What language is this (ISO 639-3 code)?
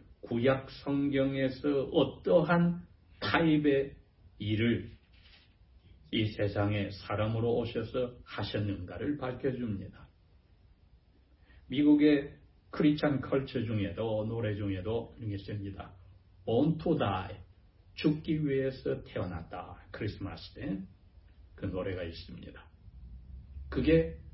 kor